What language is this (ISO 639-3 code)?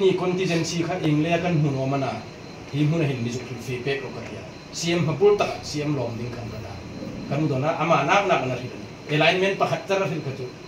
hmr